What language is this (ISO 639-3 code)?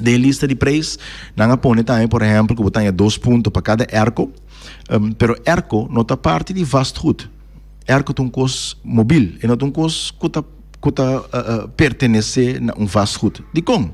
pap